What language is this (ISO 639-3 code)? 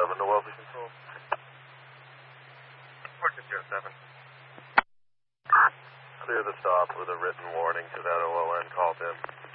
eng